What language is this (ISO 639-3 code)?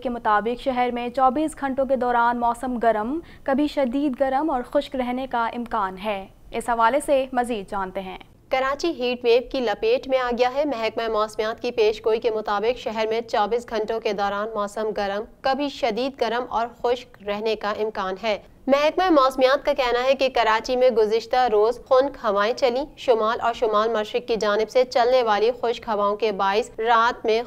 urd